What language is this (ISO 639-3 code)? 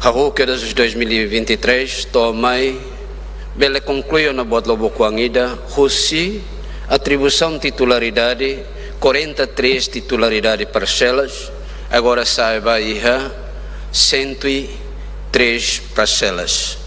tet